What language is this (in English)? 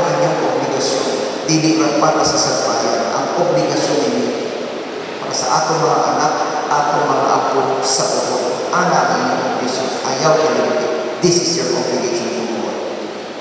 Cebuano